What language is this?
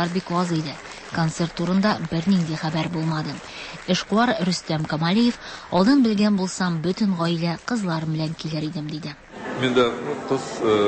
Tatar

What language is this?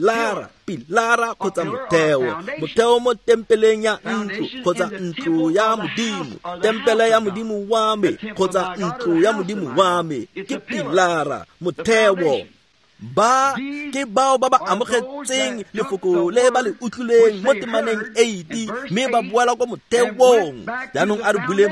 Tswana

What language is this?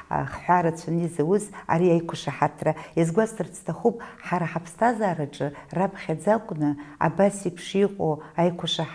Abkhazian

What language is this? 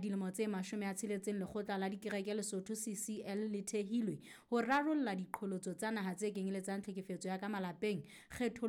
Southern Sotho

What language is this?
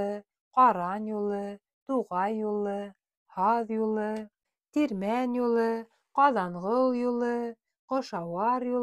Bashkir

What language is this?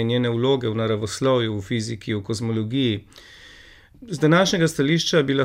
Slovenian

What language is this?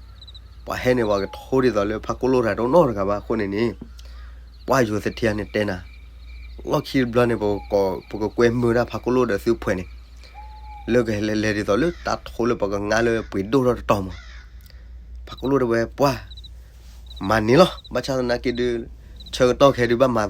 S'gaw Karen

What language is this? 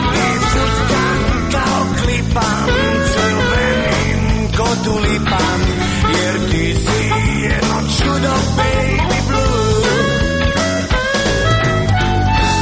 Croatian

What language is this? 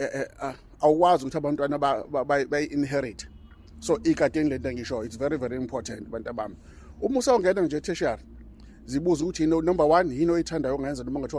Zulu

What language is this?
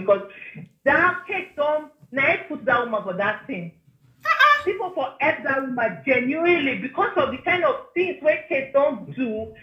Nigerian Pidgin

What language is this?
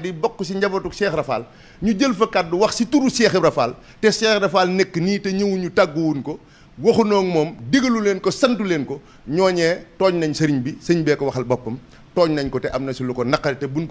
Wolof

